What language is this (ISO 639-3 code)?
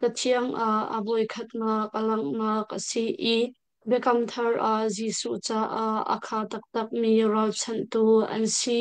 cnh